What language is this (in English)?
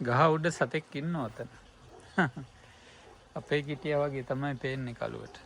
Sinhala